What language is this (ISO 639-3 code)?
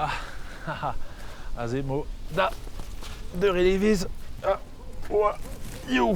bre